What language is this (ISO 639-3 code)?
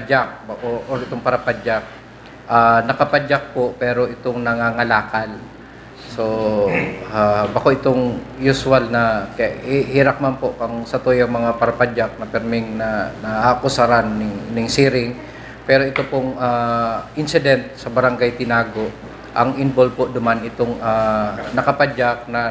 bik